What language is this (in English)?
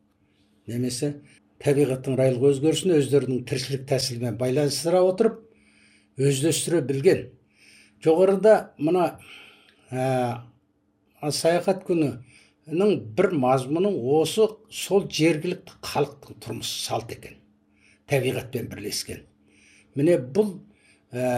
Kazakh